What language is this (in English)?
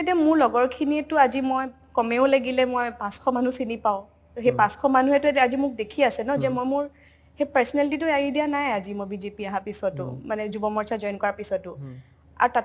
Assamese